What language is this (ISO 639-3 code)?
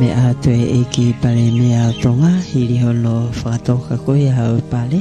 ton